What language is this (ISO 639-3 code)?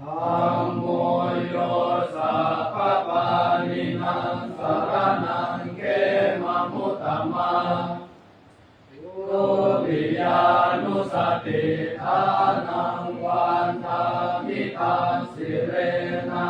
pli